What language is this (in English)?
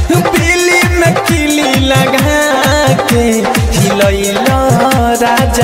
Bhojpuri